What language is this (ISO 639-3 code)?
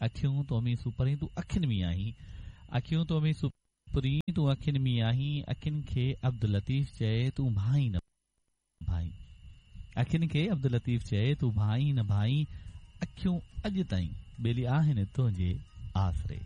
snd